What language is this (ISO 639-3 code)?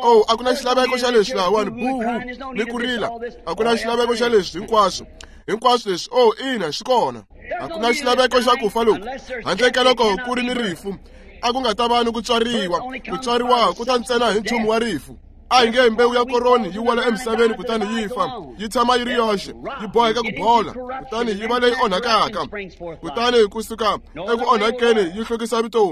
tso